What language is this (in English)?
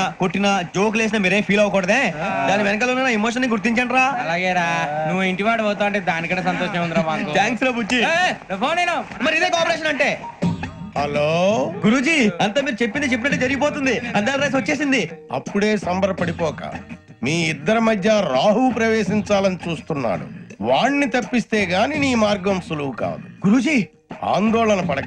Telugu